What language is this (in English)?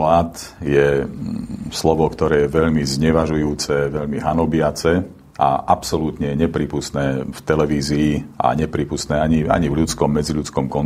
Slovak